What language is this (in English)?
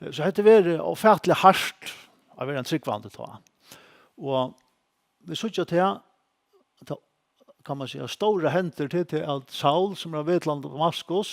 Faroese